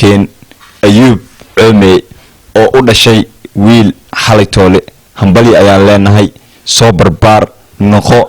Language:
Somali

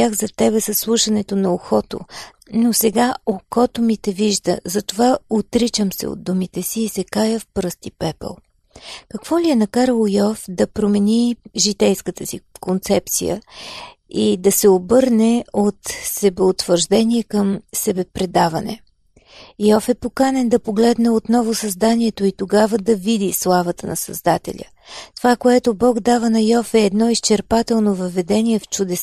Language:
Bulgarian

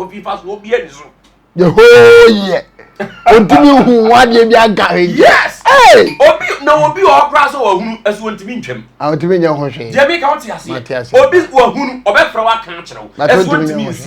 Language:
Akan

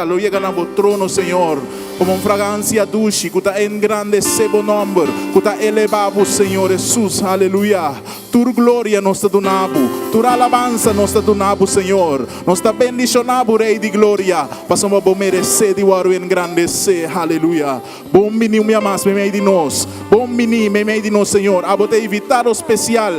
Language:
Papiamento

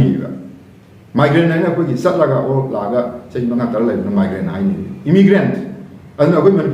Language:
Manipuri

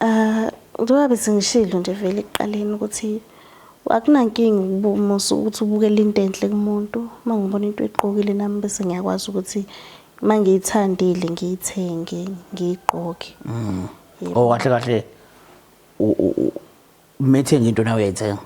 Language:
Zulu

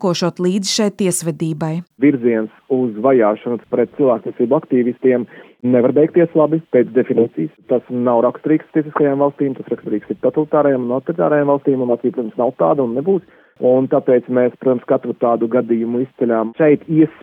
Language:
Latvian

